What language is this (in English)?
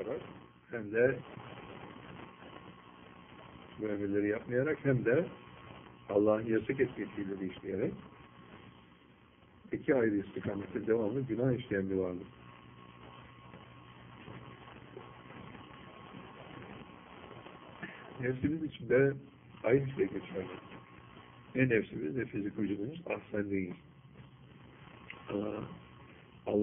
Turkish